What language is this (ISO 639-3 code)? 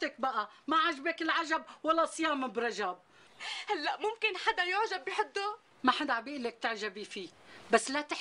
apc